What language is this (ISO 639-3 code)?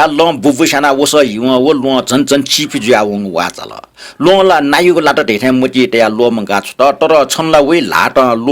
new